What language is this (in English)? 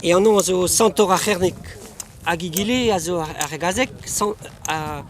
Breton